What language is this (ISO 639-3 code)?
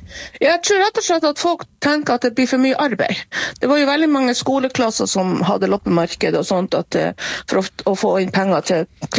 nor